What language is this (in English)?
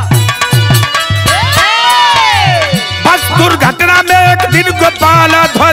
Bhojpuri